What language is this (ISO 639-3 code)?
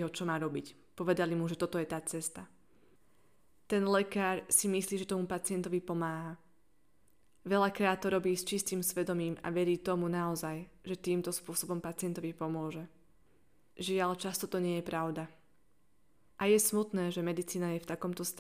slk